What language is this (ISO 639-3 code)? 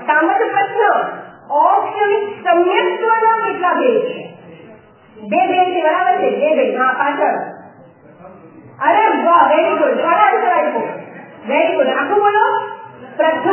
guj